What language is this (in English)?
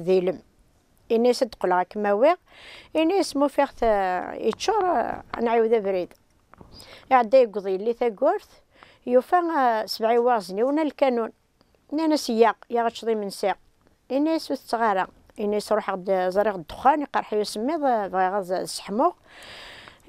Kabyle